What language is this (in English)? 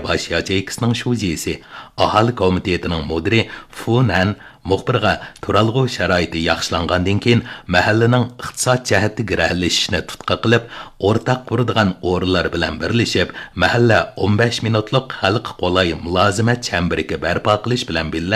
Uyghur